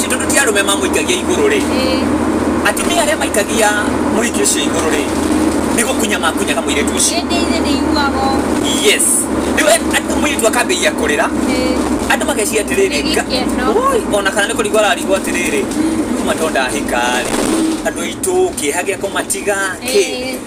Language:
Kikuyu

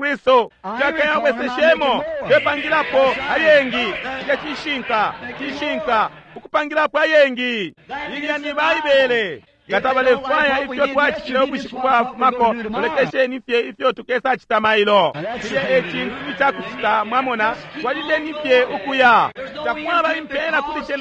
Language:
Bemba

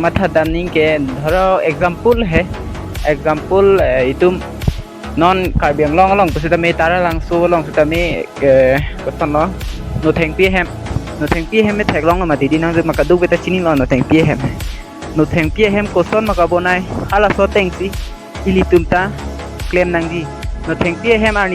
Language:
Karbi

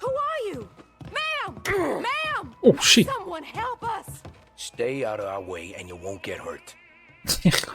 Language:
Swiss German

